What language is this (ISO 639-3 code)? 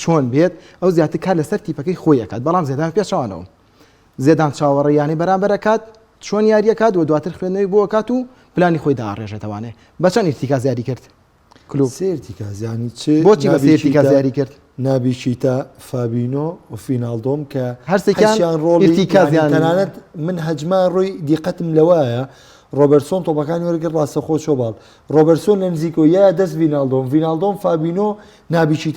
ckb